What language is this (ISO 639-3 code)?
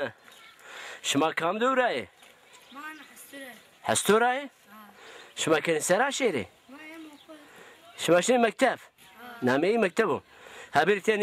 zza